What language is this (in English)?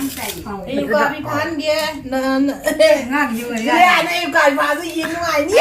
Manipuri